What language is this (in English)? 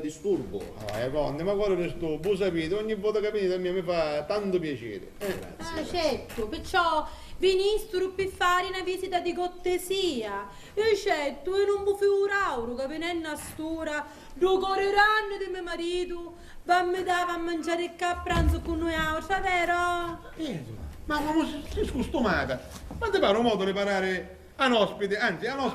Sicilian